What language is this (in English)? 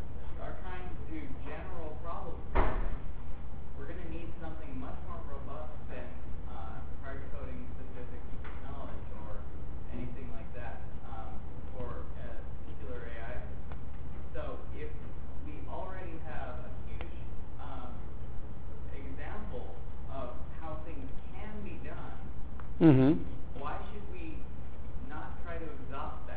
English